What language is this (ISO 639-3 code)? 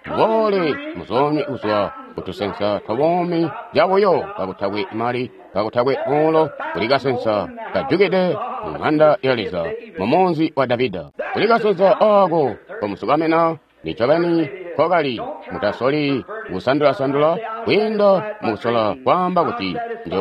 toi